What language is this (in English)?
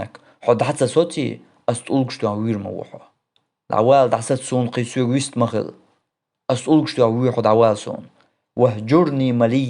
Chechen